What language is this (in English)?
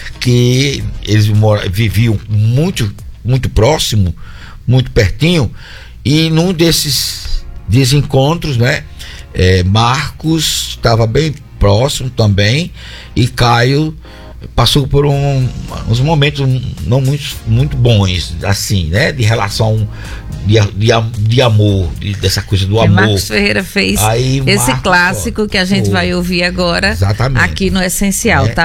Portuguese